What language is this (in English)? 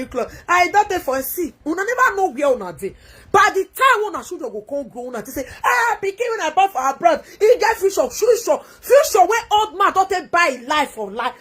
Nigerian Pidgin